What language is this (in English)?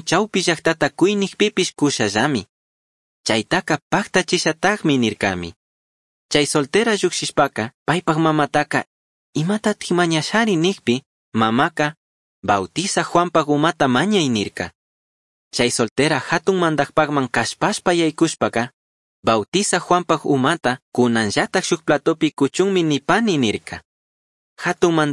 Chimborazo Highland Quichua